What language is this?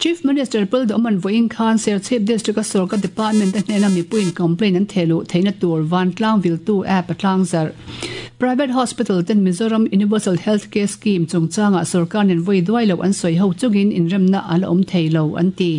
Mizo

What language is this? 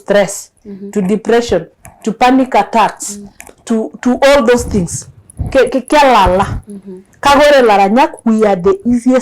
Masai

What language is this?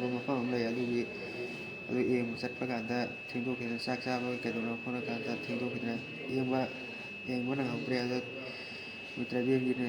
Manipuri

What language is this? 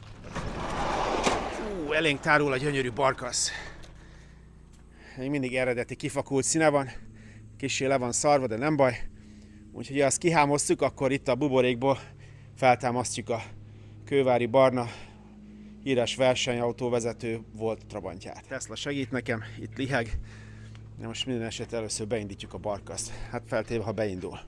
Hungarian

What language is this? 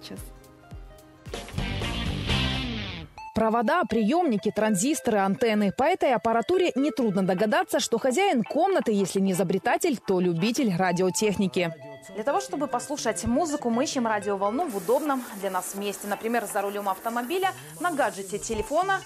Russian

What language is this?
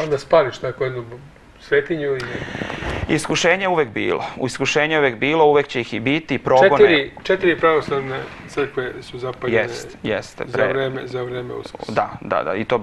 Serbian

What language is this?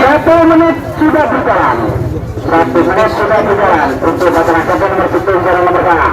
Madurese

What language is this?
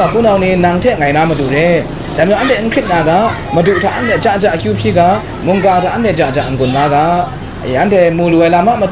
Kachin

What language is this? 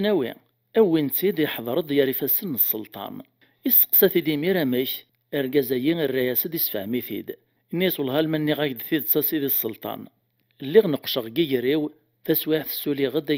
Kabyle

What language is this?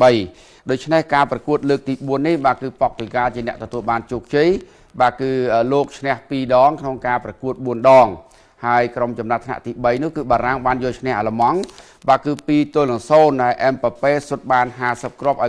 Khmer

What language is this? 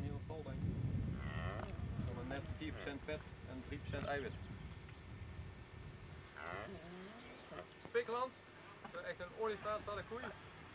Dutch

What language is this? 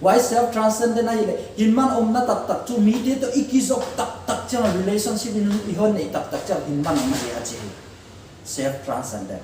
Paite Chin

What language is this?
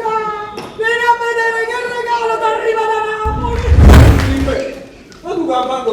Neapolitan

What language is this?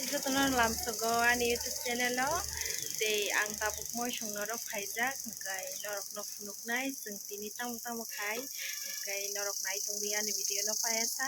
Kok Borok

